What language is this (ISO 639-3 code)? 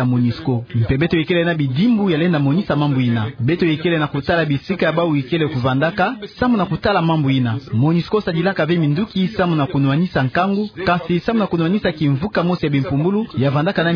ktu